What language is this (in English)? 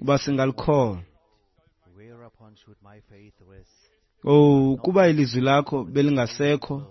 Xhosa